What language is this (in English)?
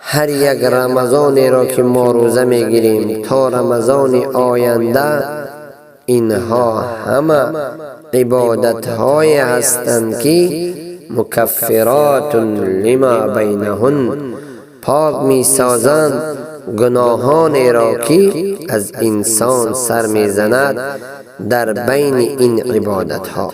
Tajik